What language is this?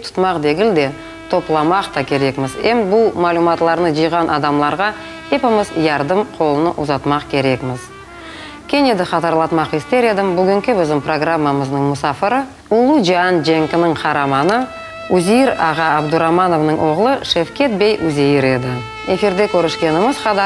Crimean Tatar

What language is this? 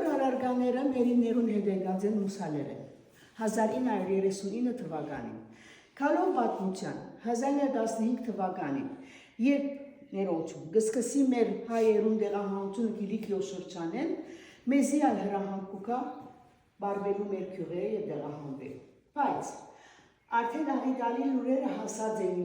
Western Armenian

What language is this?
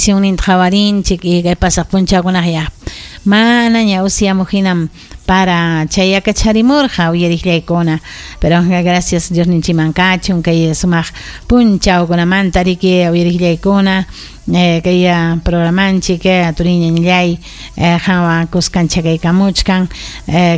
Ayacucho Quechua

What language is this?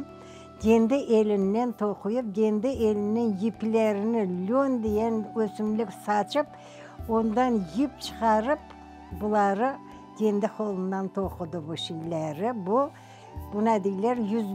Crimean Tatar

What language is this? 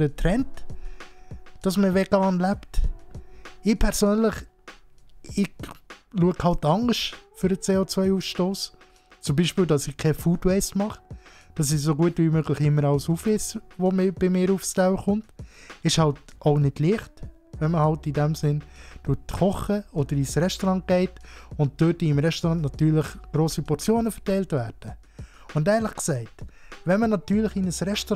Swiss German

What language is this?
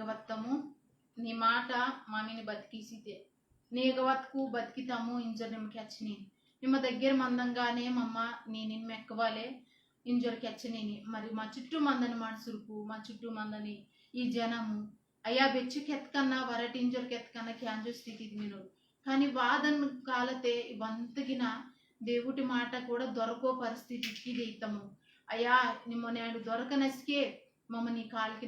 Koya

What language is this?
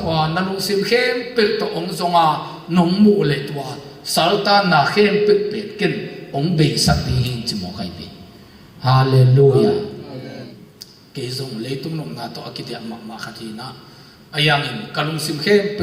Tedim Chin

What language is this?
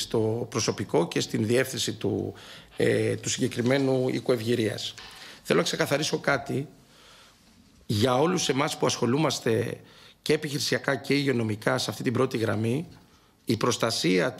Greek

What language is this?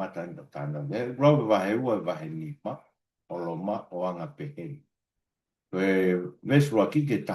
Tongan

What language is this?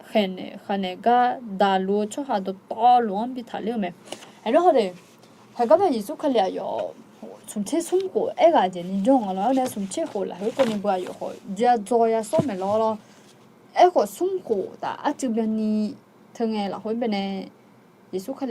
Akha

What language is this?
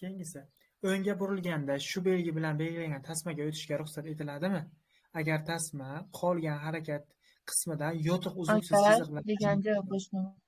Uzbek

